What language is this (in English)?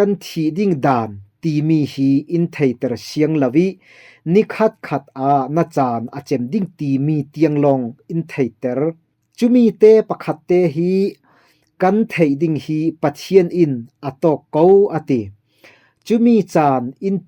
Falam Chin